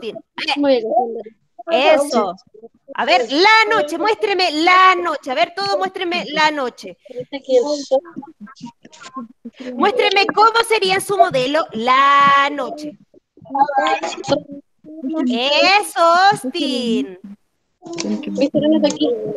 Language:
Spanish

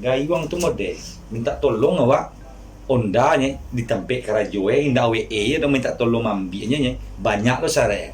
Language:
Minangkabau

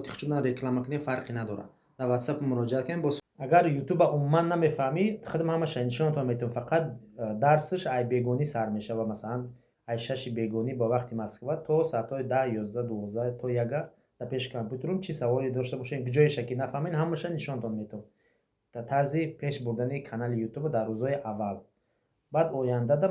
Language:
Tajik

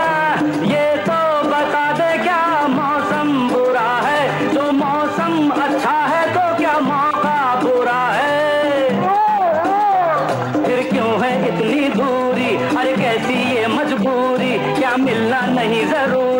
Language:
Hindi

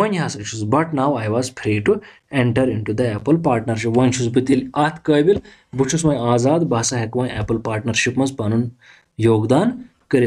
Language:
Kashmiri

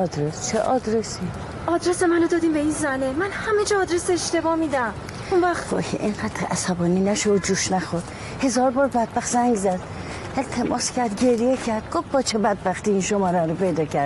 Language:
Persian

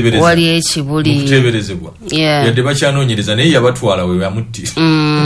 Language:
Ganda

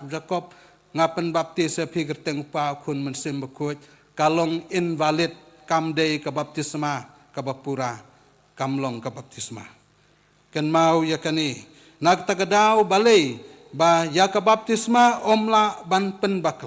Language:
Khasi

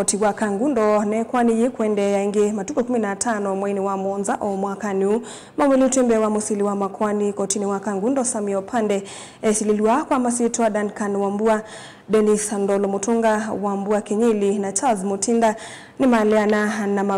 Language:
Kamba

